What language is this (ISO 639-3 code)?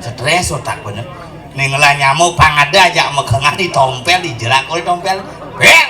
ban